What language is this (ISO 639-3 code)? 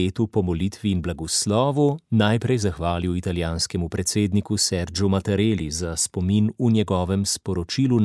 slv